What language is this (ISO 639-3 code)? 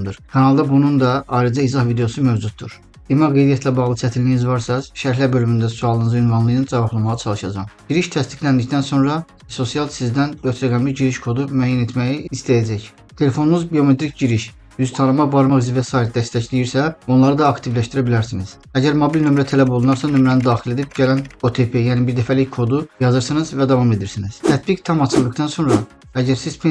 aze